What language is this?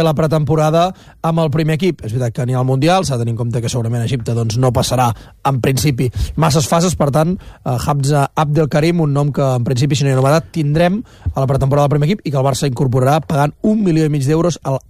Catalan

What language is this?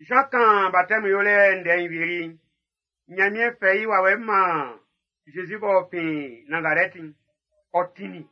Baoulé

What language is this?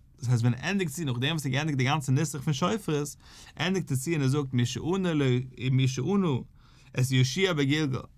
Yiddish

